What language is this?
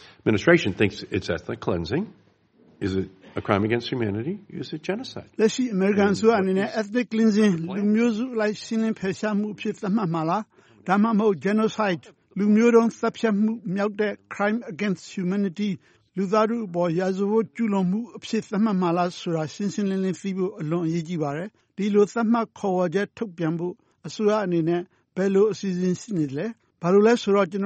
Burmese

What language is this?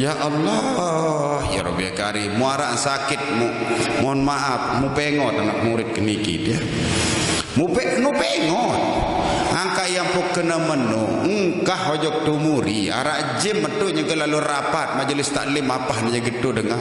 Sasak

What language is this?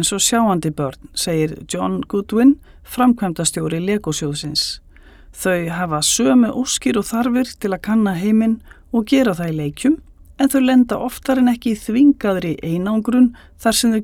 Icelandic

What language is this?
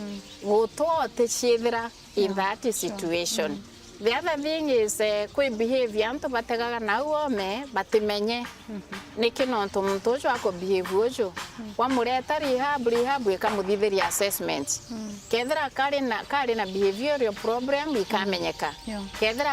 Meru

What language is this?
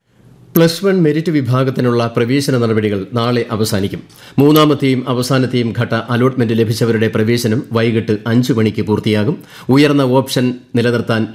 Malayalam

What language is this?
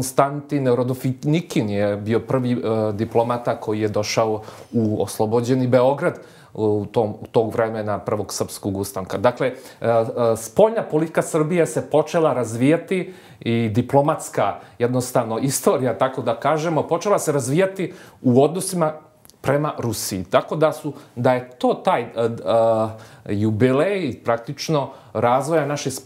Serbian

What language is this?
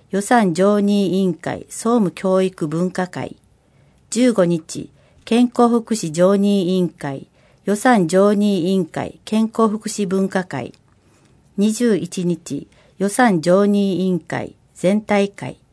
Japanese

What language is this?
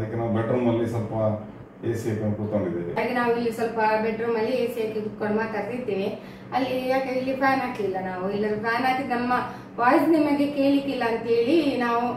Kannada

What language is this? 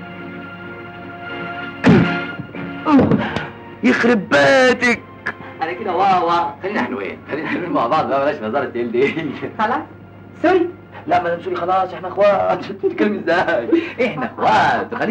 Egyptian Arabic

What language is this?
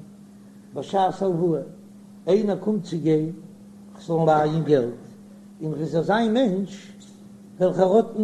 Yiddish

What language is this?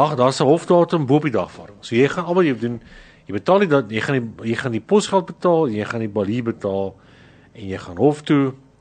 Afrikaans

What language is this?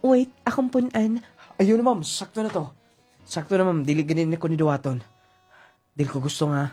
Cebuano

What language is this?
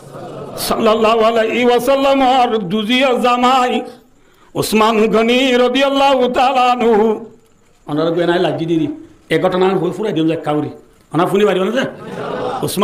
Rohingya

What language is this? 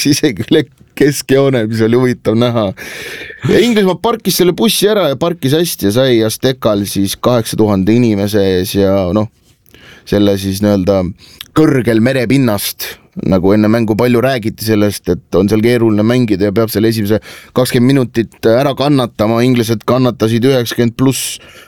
Estonian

